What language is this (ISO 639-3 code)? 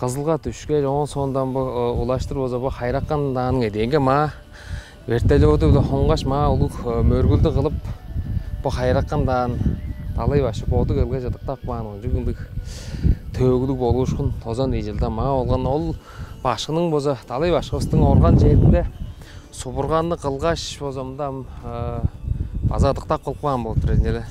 tyv